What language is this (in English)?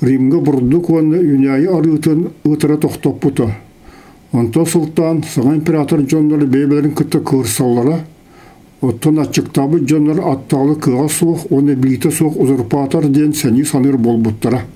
Yakut